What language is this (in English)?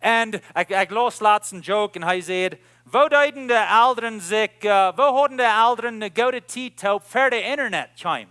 Plautdietsch